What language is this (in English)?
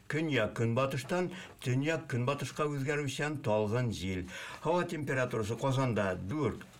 Tatar